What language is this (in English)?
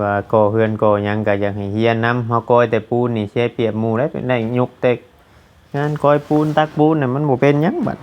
Northeastern Thai